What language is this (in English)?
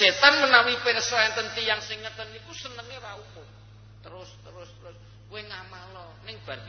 Javanese